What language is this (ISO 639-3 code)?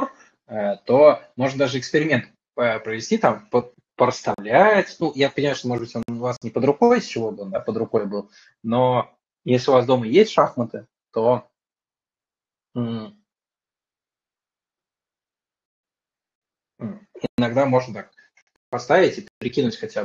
rus